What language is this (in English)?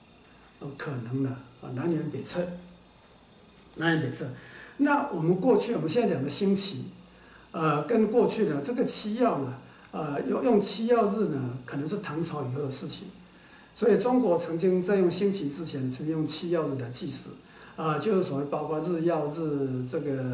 Chinese